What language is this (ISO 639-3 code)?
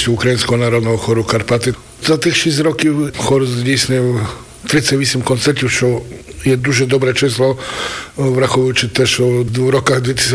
ukr